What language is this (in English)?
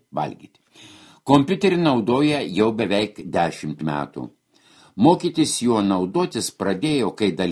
Lithuanian